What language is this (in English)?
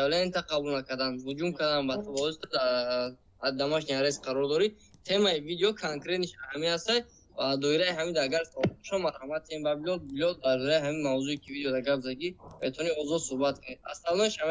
Tajik